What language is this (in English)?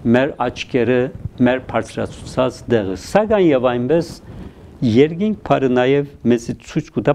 Armenian